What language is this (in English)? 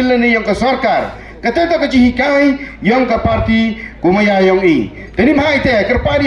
Khasi